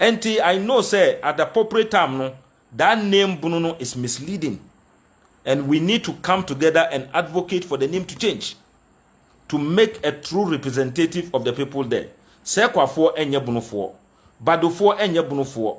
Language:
Akan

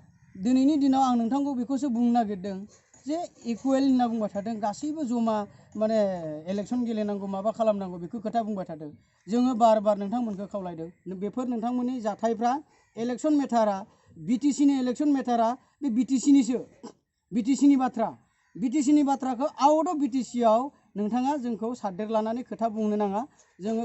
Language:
Bodo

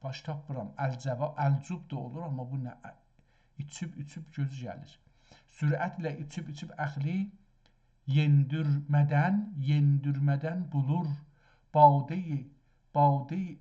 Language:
South Azerbaijani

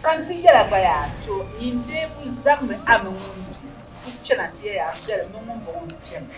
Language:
Dagbani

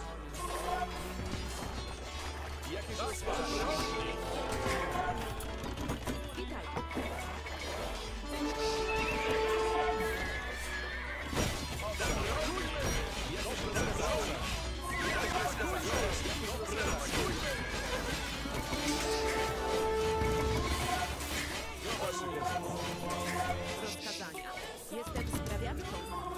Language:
Polish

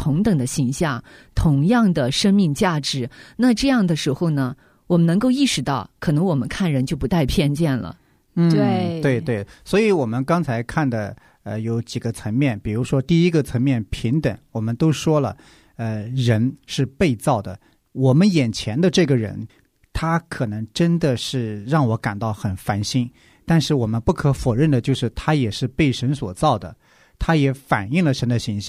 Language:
Chinese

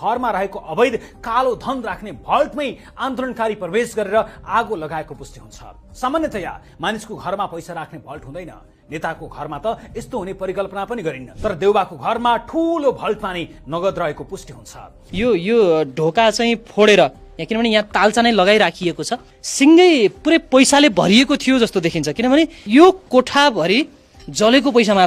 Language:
Nepali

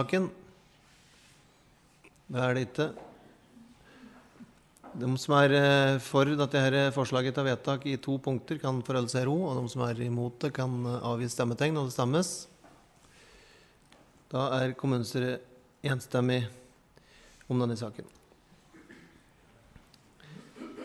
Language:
Norwegian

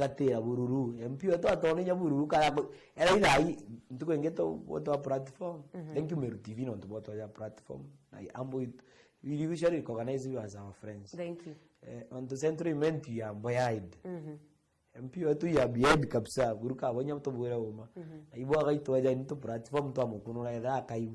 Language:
Meru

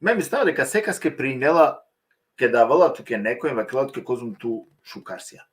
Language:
Balkan Romani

